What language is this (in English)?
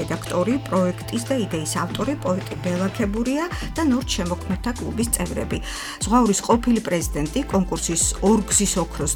Georgian